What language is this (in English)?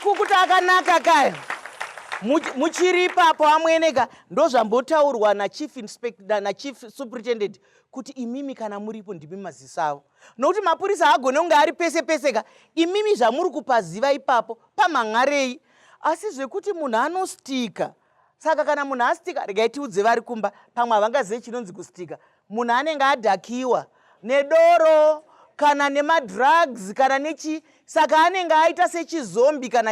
Shona